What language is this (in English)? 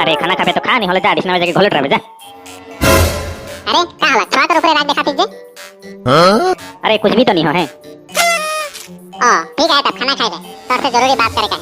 Sadri